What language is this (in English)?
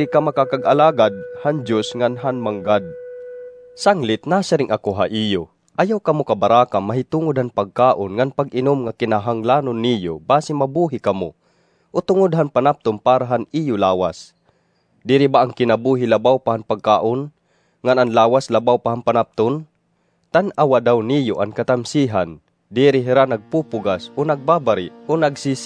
Waray